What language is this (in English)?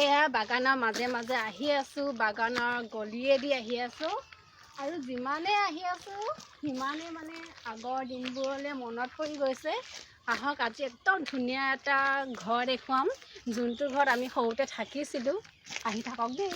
Assamese